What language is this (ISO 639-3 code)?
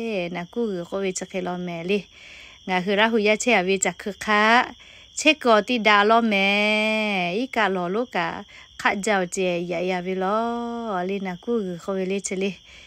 lhu